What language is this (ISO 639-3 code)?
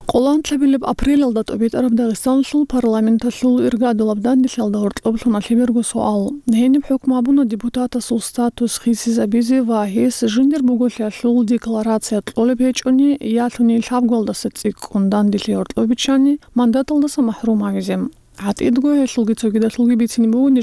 ava